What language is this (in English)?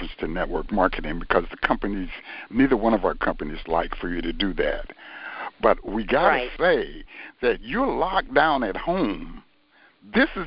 English